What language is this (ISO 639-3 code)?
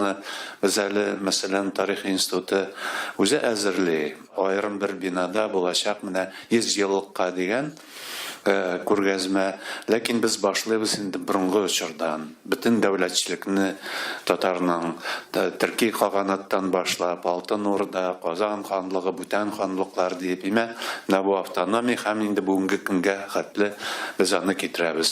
tat